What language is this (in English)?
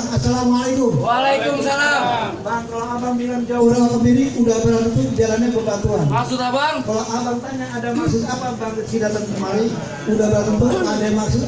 Betawi